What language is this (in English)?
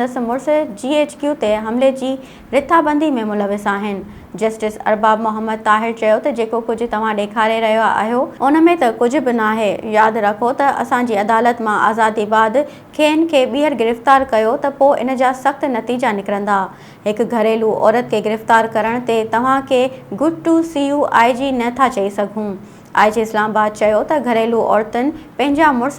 Sindhi